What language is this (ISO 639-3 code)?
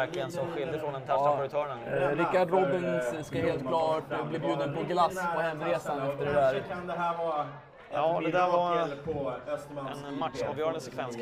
swe